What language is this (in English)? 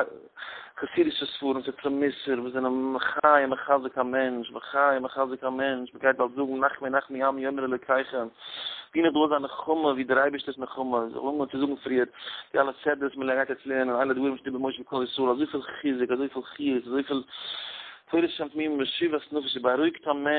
Yiddish